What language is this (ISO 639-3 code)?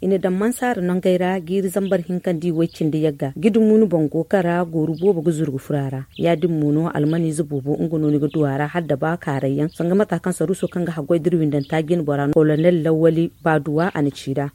dje